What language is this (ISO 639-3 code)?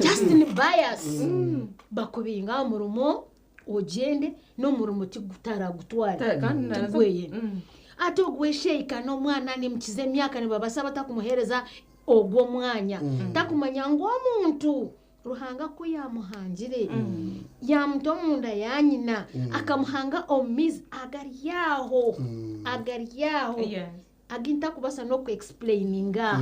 nyn